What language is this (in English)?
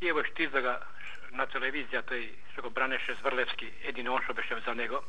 Macedonian